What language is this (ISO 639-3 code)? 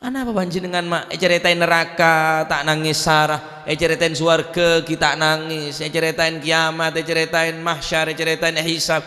mad